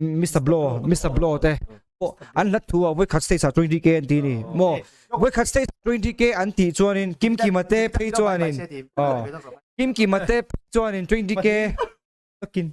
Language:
Mizo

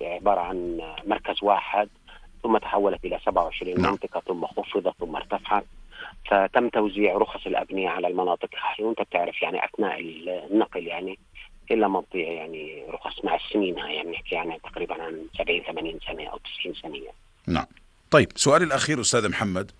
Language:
North Levantine Arabic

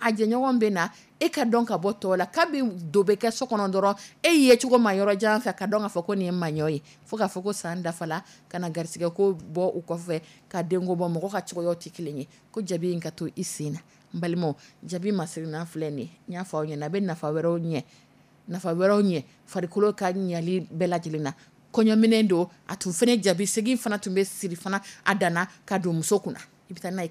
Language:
Dyula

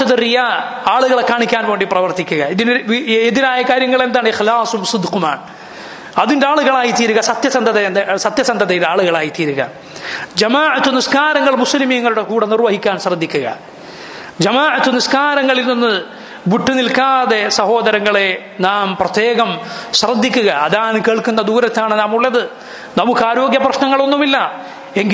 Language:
Malayalam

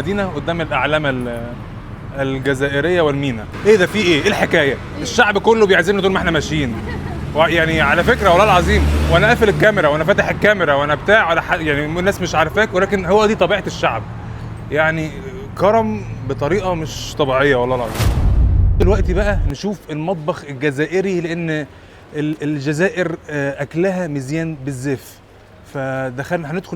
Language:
Egyptian Arabic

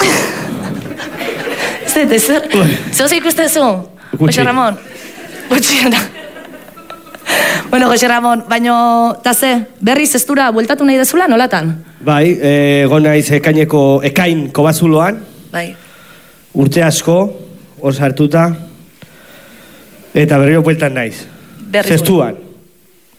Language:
Basque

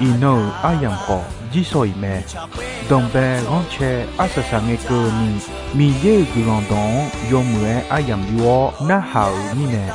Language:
Akha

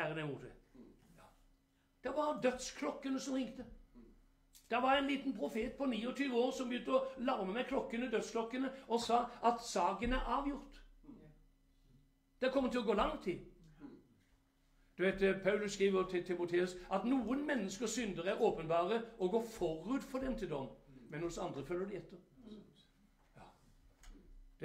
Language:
Norwegian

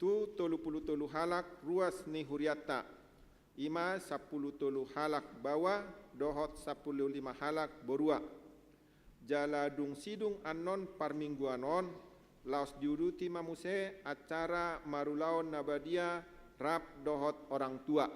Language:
Batak Toba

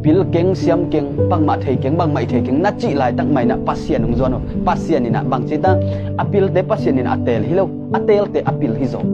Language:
Tedim Chin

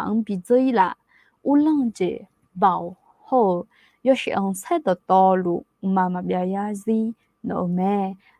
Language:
Akha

